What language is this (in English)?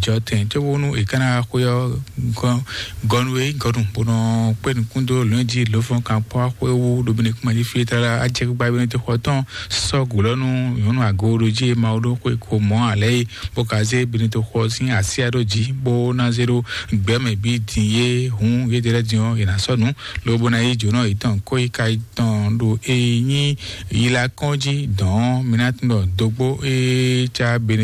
Fon